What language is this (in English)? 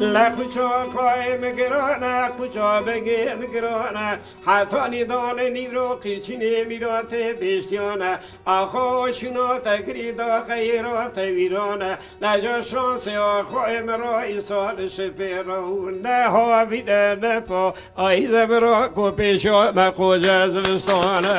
Kurdish